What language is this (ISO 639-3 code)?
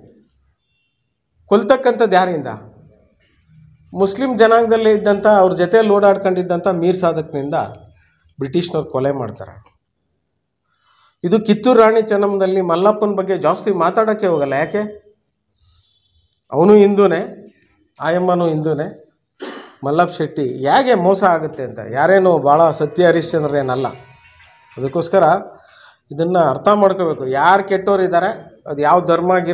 kan